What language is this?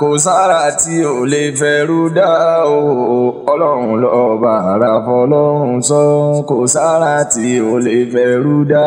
Yoruba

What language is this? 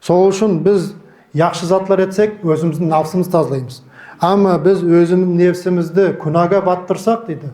Nogai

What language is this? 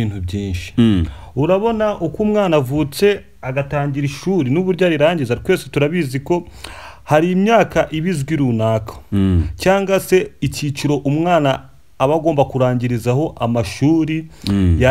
Kinyarwanda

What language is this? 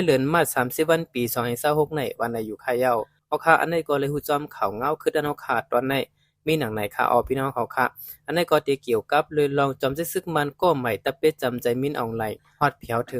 Shan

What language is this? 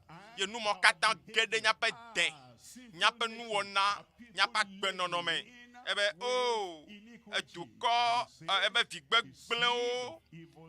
Ewe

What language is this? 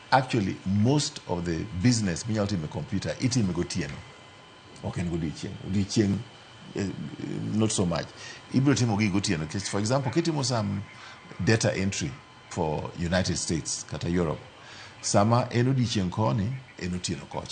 Luo (Kenya and Tanzania)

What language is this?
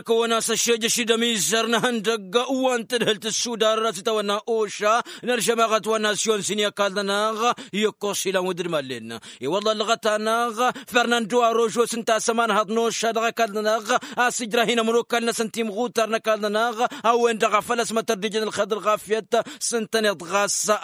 Tamasheq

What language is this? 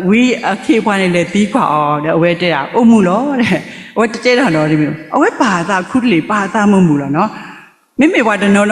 S'gaw Karen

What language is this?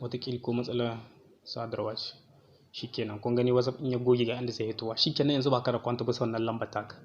Hausa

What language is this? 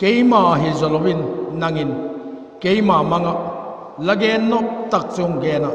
Vaiphei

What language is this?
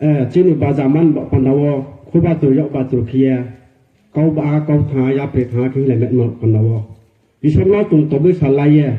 Riang (India)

